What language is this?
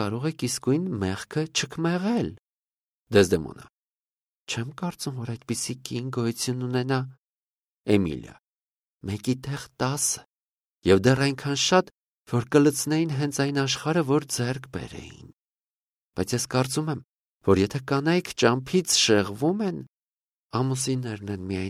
Armenian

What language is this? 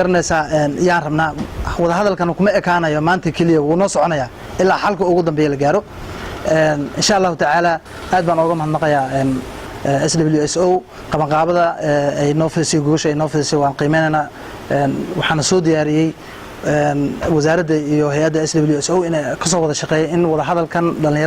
Somali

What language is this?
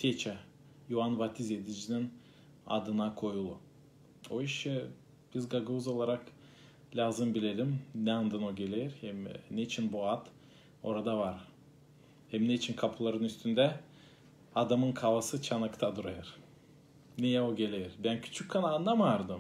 Gagauz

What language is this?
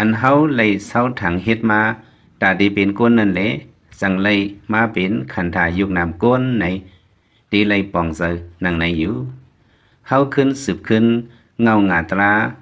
Lao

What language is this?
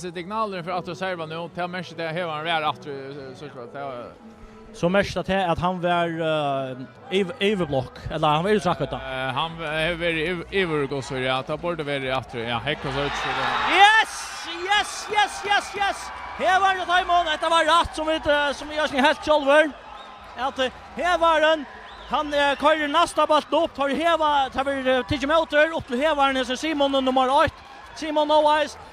Faroese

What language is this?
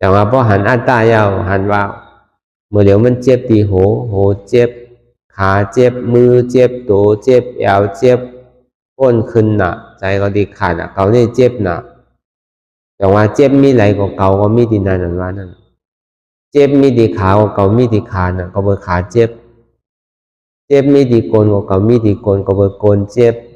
Shan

